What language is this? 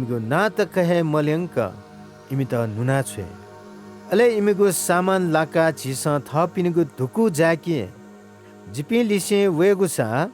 Newari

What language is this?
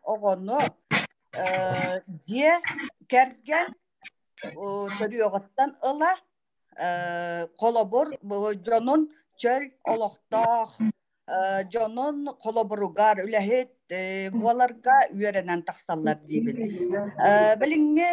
Yakut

